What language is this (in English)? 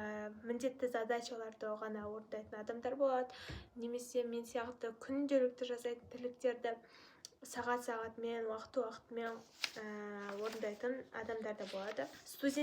Kazakh